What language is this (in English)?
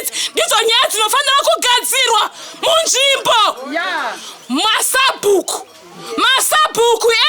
Shona